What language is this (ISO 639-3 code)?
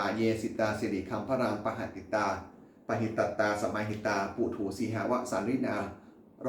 pli